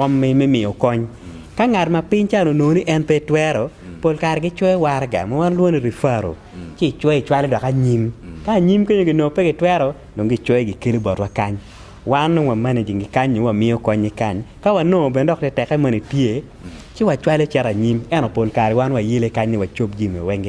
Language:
Acoli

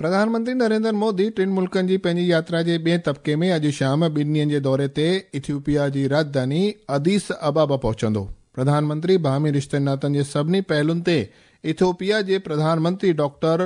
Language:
Sindhi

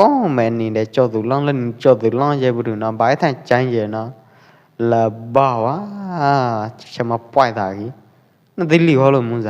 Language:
Pwo Eastern Karen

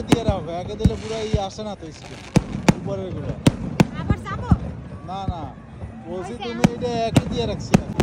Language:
Bangla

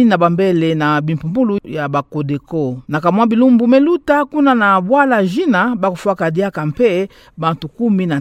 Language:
Kituba (Democratic Republic of Congo)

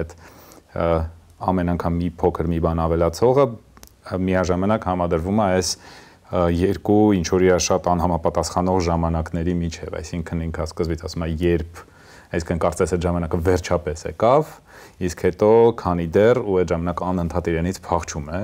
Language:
Armenian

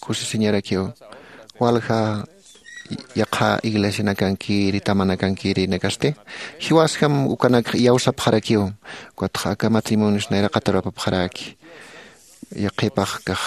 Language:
Aymara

